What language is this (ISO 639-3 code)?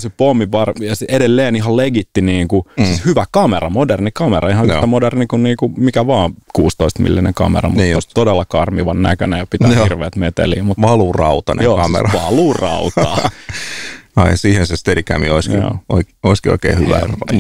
fin